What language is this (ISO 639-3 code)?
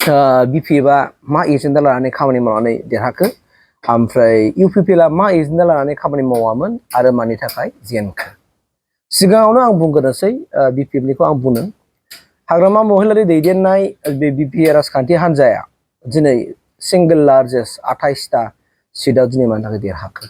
brx